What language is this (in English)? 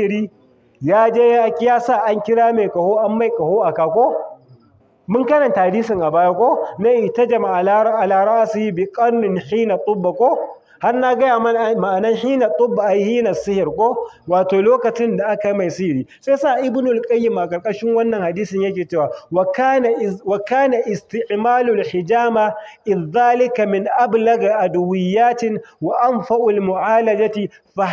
Hausa